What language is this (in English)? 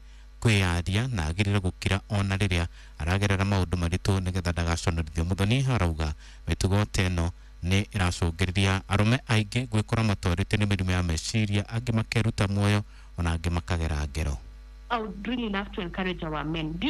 Kikuyu